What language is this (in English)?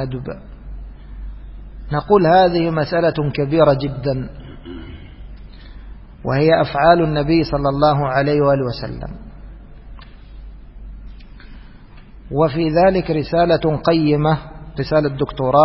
Arabic